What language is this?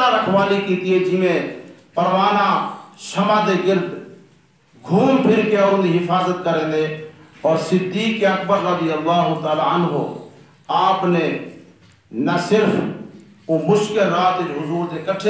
Saraiki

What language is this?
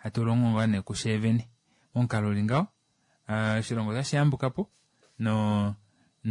Kuanyama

